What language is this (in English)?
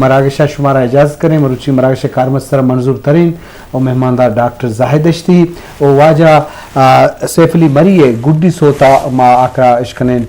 Eastern Balochi